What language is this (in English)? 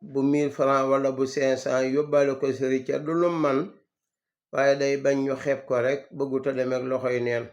Wolof